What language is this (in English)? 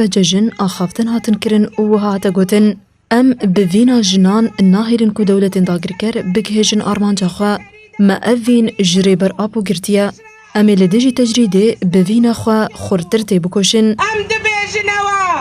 Kurdish